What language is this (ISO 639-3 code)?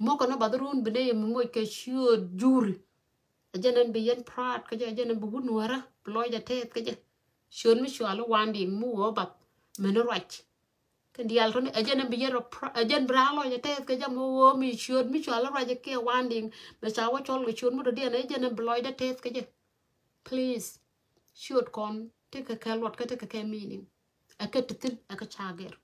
nus